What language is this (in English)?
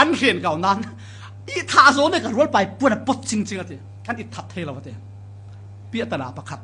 Falam Chin